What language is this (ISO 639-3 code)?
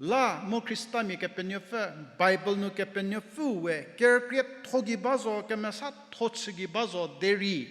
njm